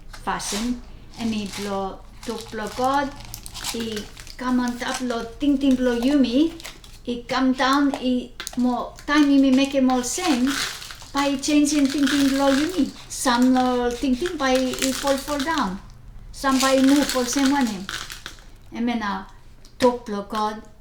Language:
Bislama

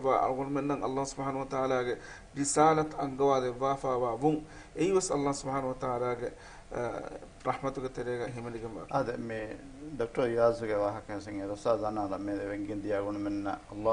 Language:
Divehi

